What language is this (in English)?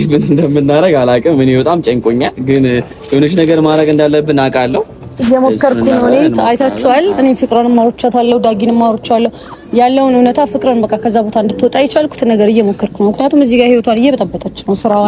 Amharic